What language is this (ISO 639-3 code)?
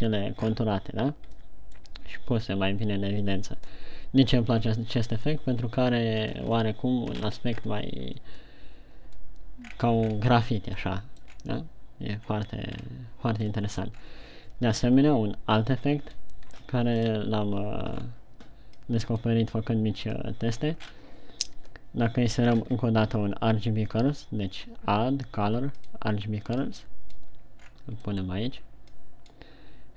ron